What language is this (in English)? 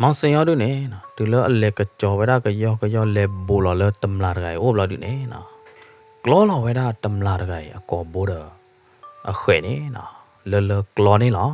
S'gaw Karen